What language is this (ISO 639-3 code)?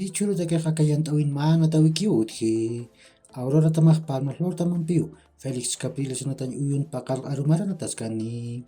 aym